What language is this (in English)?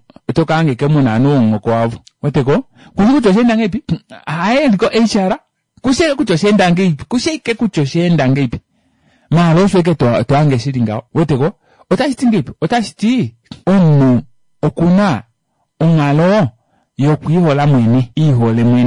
Kuanyama